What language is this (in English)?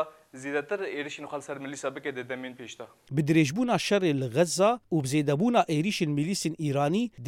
Kurdish